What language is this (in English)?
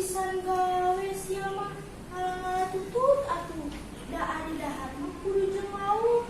Sundanese